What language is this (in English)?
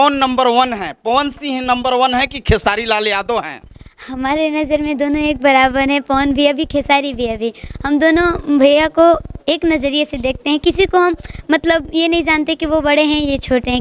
Bhojpuri